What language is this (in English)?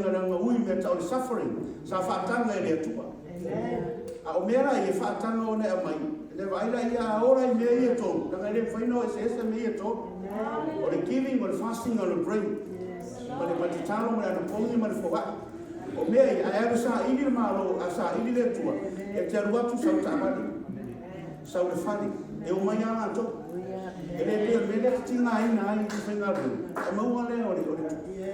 Samoan